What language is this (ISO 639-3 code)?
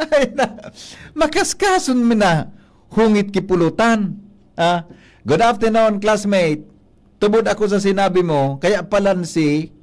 bik